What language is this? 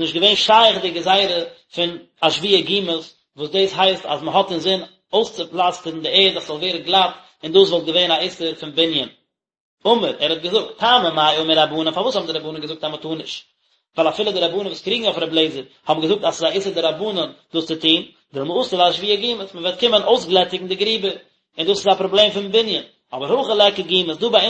Yiddish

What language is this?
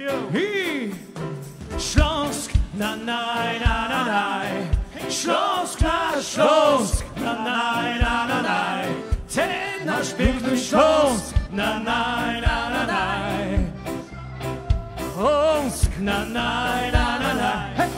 Silesian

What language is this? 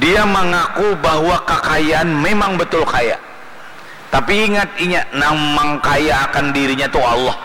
Banjar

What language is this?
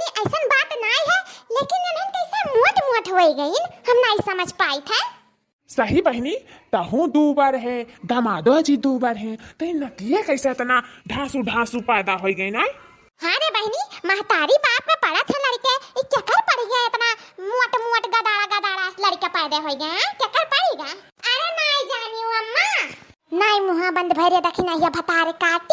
Awadhi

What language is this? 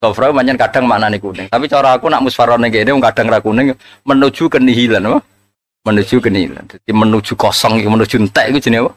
Javanese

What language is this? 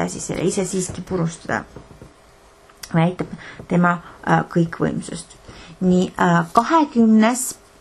Estonian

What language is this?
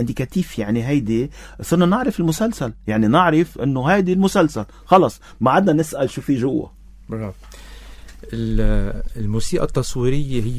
North Levantine Arabic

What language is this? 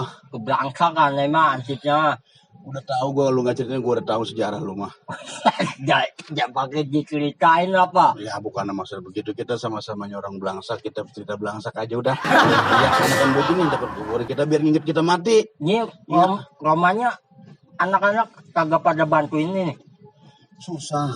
Betawi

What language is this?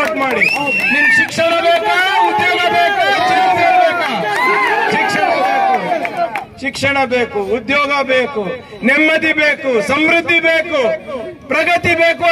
Kannada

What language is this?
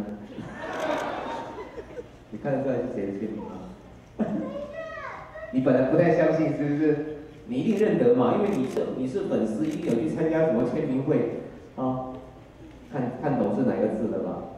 Chinese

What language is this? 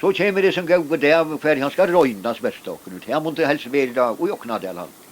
Faroese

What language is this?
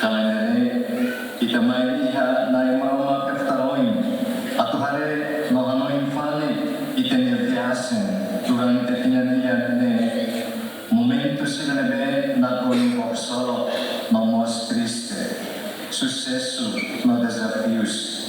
Tetum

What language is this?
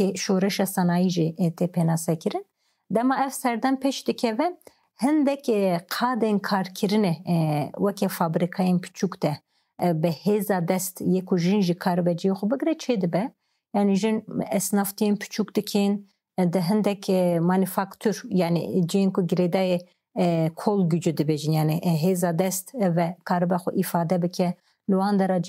Kurdish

